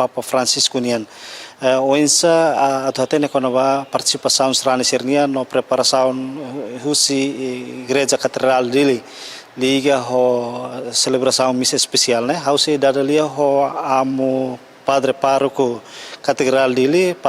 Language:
Tetum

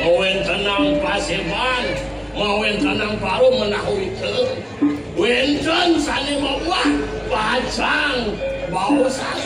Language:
Balinese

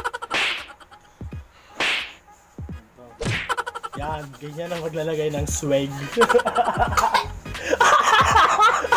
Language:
Filipino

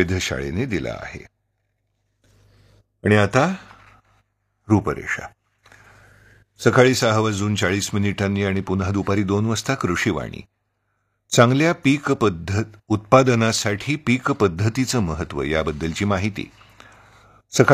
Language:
Marathi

